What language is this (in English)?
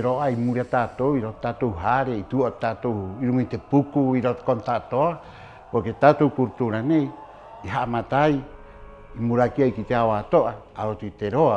Rapanui